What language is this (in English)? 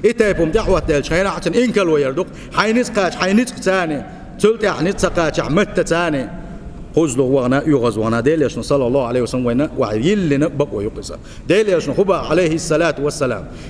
Chechen